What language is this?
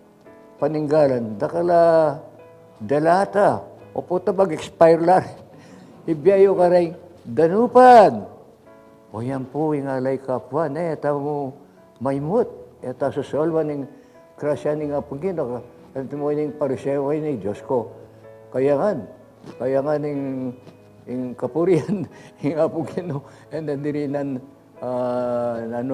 Pampanga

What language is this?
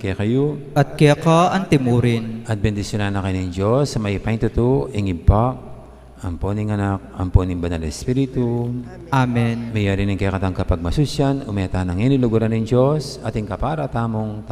Pampanga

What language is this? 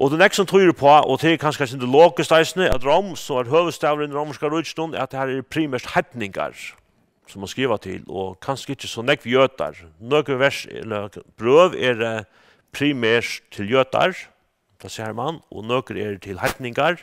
Faroese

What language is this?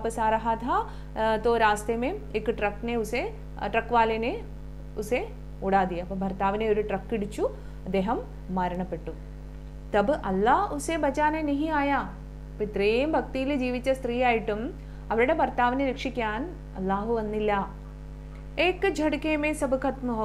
Malayalam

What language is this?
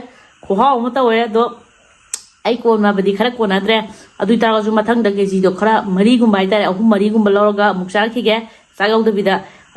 Manipuri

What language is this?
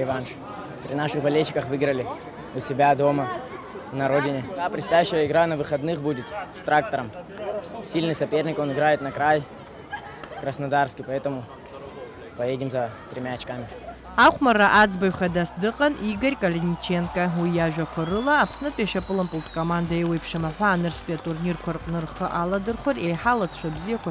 Abkhazian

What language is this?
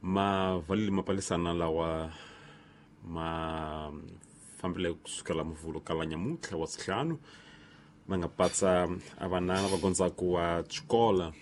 Tsonga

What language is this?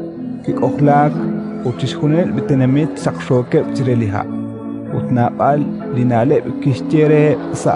Kekchí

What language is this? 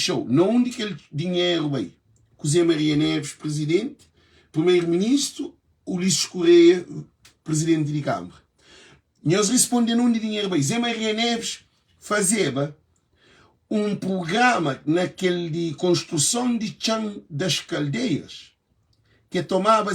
Kabuverdianu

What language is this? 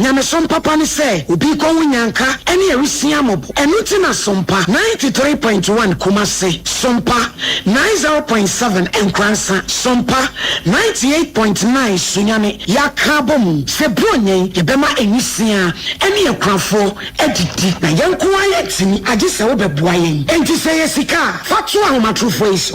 Akan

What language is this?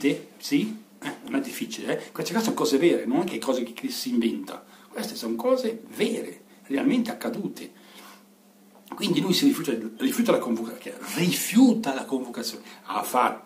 Italian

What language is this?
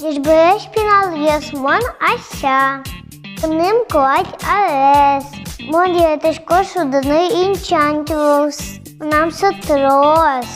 Udmurt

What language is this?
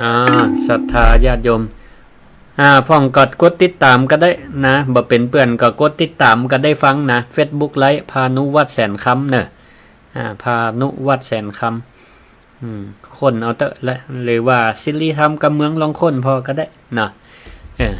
Northern Thai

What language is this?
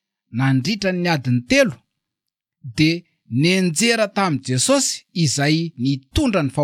Malagasy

